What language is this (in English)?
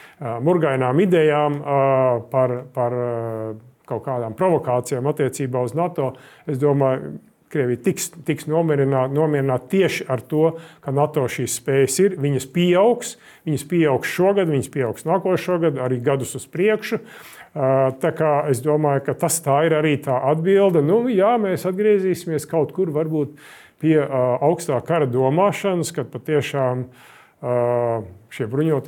Latvian